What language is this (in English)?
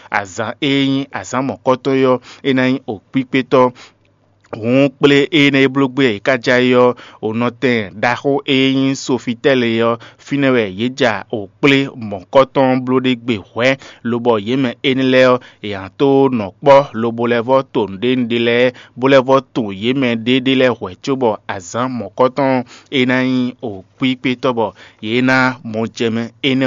Fon